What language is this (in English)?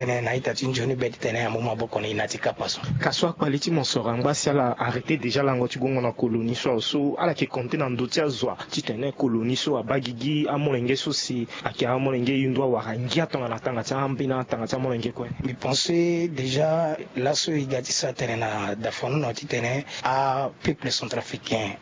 Sango